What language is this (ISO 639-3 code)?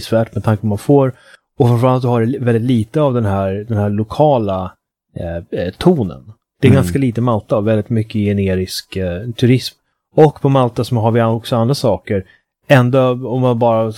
swe